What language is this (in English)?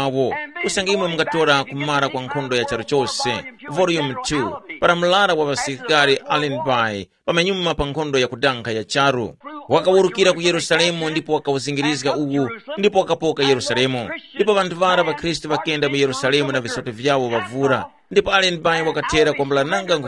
Tumbuka